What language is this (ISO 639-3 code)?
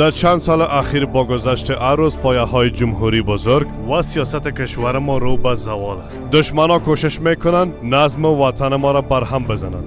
fas